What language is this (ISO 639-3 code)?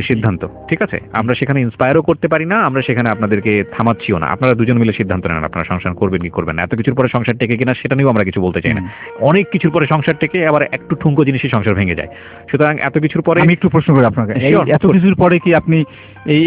ben